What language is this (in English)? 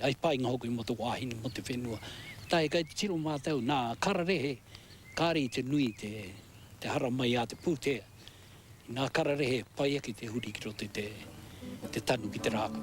Māori